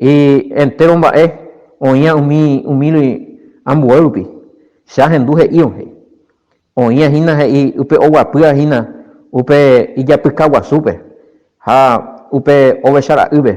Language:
Guarani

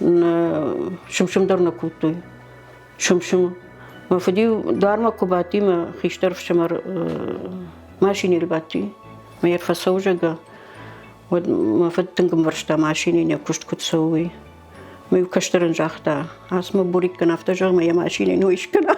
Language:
Ossetic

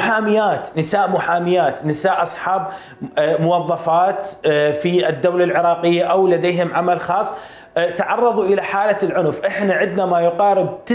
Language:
Mesopotamian Arabic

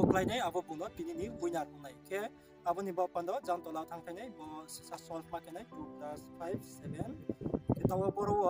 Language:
Riang (India)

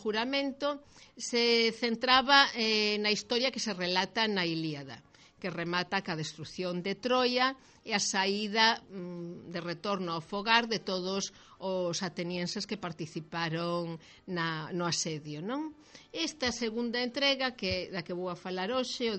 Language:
Galician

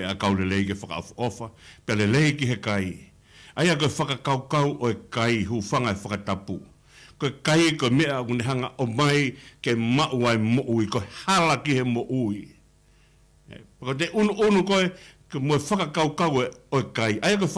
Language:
Tongan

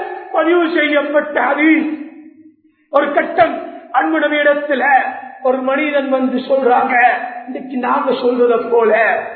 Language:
Tamil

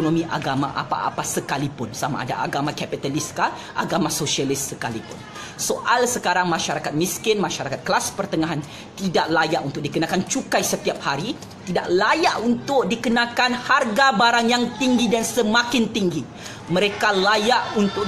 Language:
Malay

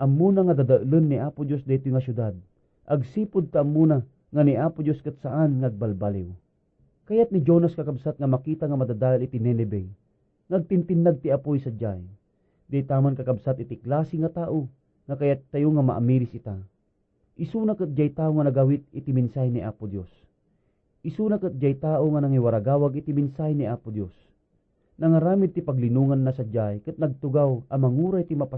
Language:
Iloko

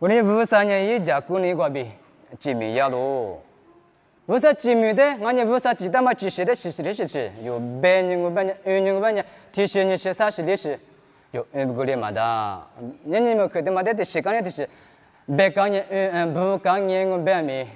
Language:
Lisu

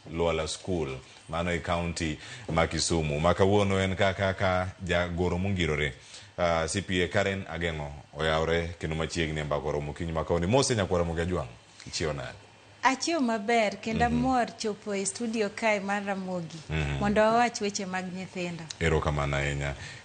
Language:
Luo (Kenya and Tanzania)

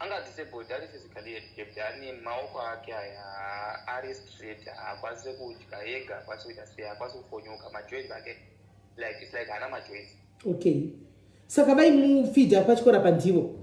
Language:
Shona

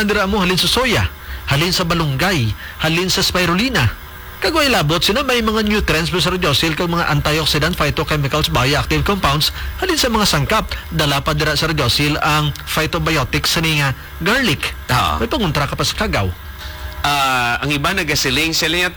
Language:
Hiligaynon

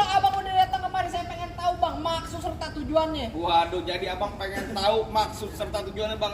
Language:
Betawi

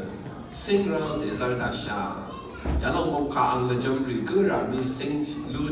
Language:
Rawang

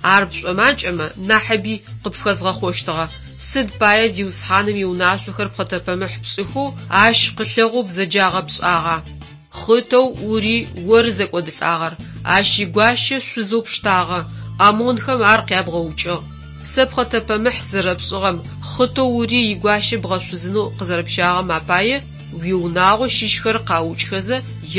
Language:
Adyghe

